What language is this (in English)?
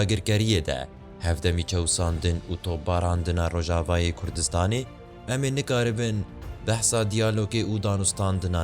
Kurdish